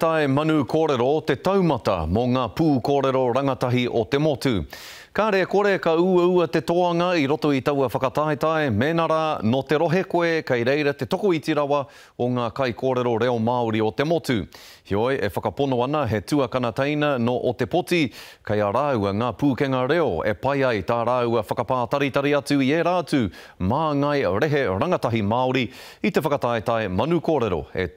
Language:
Māori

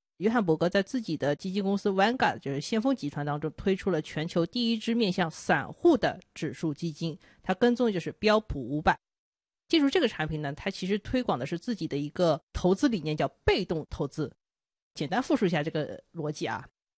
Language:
Chinese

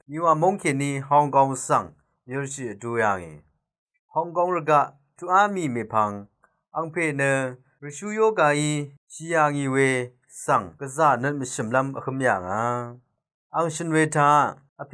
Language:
Rawang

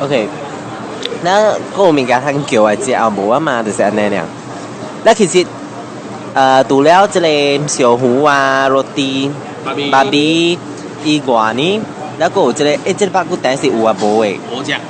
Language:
Min Nan Chinese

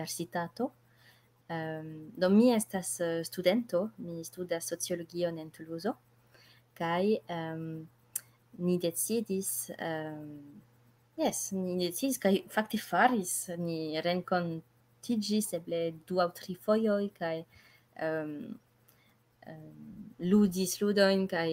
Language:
Esperanto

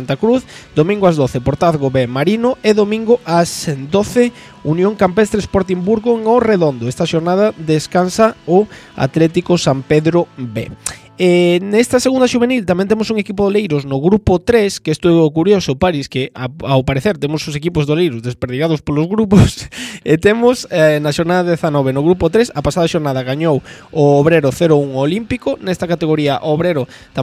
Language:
Galician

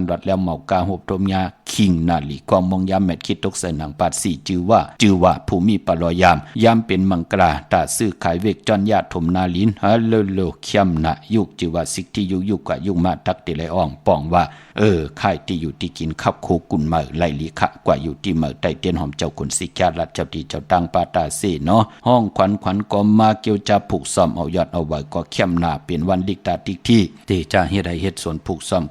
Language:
Shan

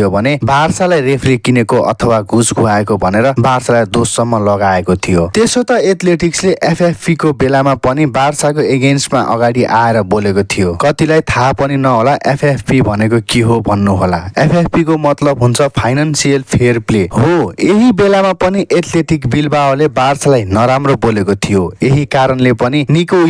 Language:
Nepali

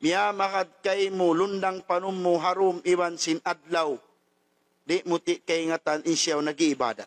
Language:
Tausug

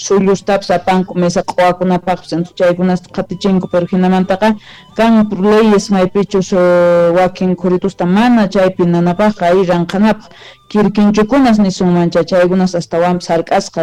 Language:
Quechua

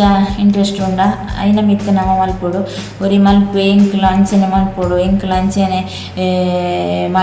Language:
Tulu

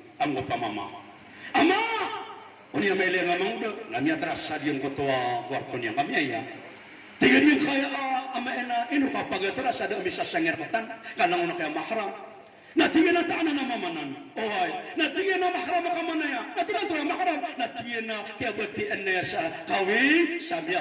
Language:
Maranao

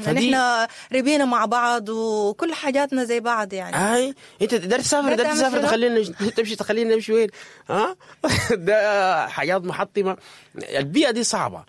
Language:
Sudanese Arabic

